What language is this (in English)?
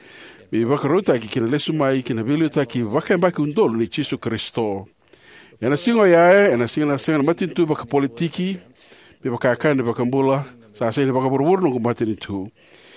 Fijian